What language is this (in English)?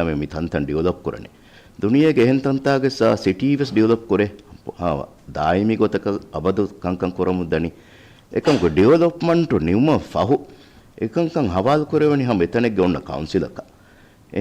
Divehi